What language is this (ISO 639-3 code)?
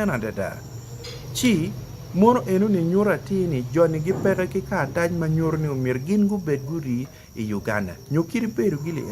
ach